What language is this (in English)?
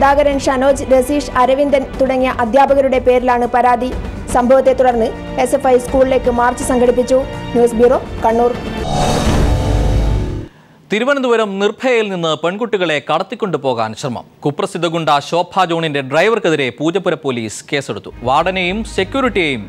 Malayalam